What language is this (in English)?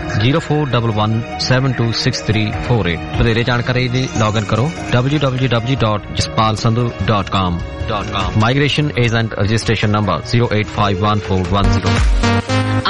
Punjabi